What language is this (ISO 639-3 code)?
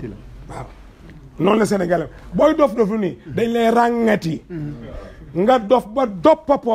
wol